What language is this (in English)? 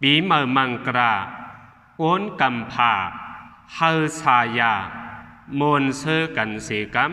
Shan